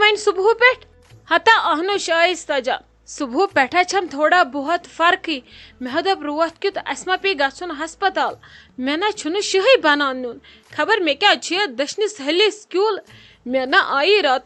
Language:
Kashmiri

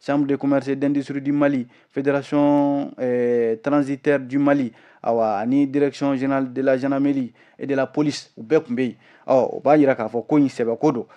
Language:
Bambara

